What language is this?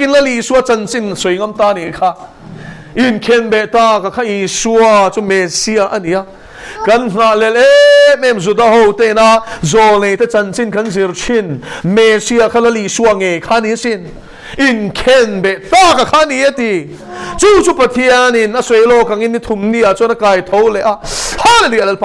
Mizo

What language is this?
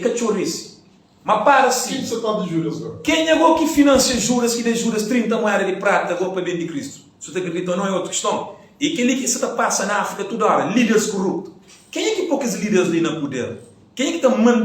Kabuverdianu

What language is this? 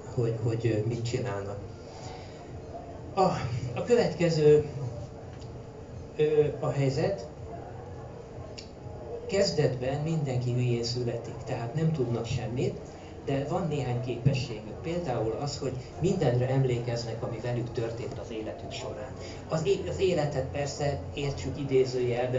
Hungarian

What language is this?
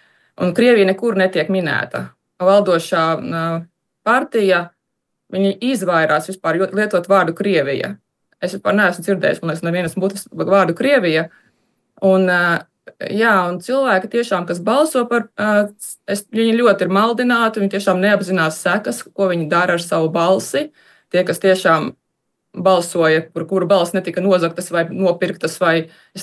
Latvian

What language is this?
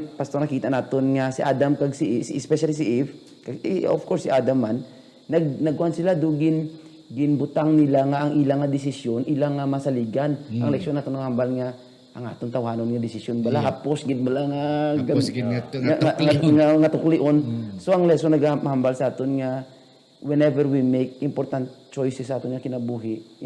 Hiligaynon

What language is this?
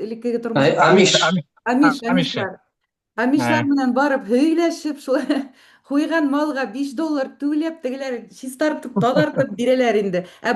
Bashkir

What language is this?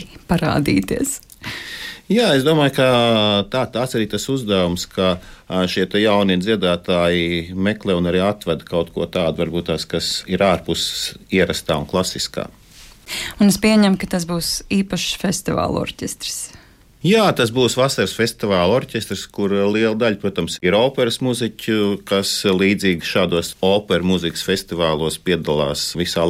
Latvian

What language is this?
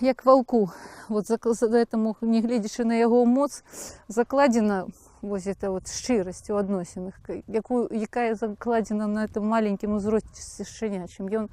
Belarusian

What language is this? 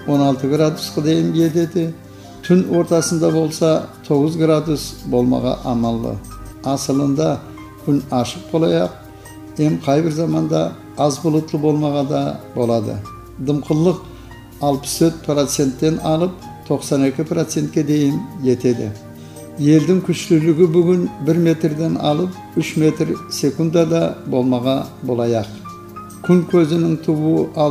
Kumyk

